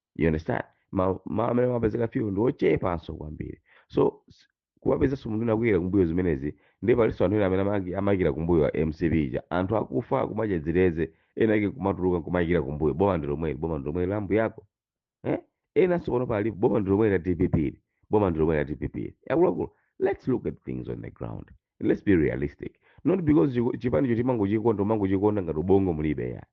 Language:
Nyanja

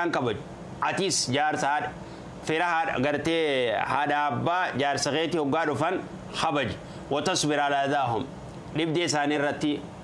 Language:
Oromo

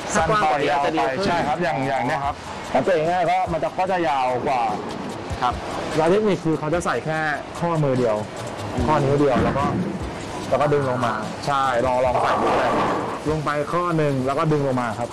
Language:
Thai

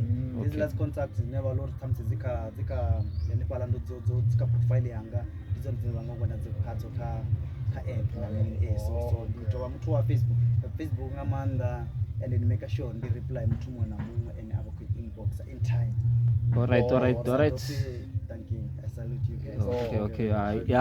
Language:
Venda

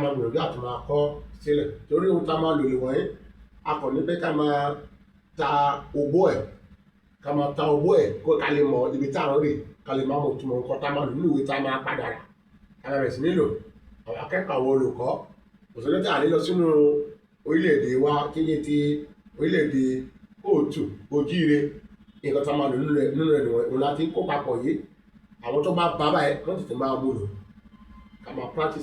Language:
Yoruba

